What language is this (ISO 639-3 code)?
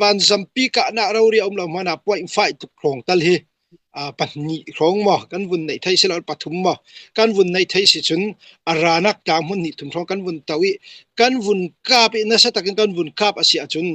cfm